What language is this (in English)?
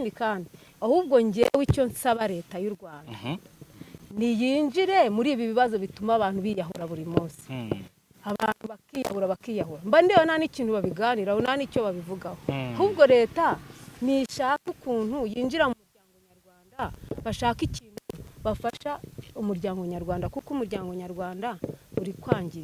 Kinyarwanda